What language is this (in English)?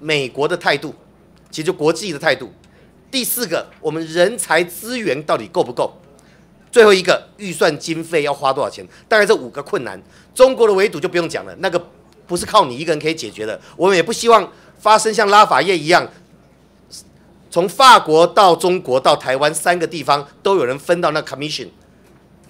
Chinese